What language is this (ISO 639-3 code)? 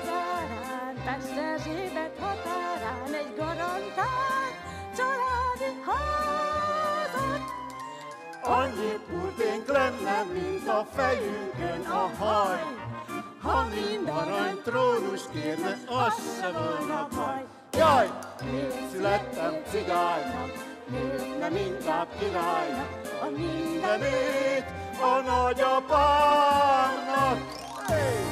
hun